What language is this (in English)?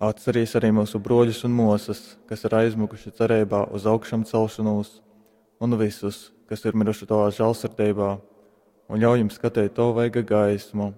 Latgalian